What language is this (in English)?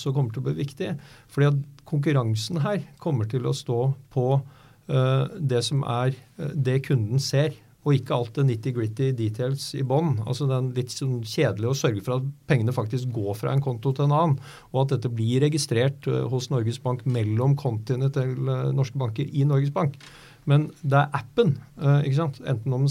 Norwegian